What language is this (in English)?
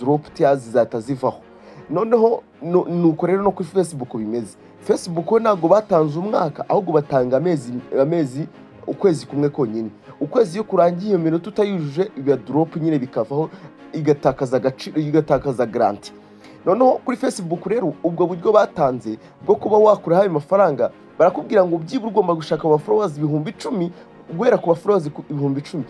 Kinyarwanda